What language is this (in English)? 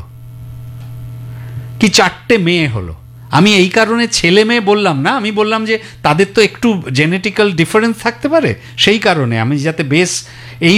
Bangla